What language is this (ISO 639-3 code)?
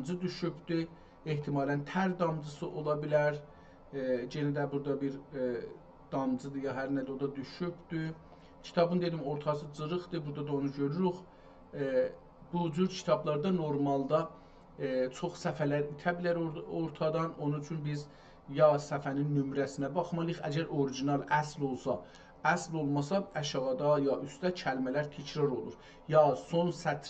azb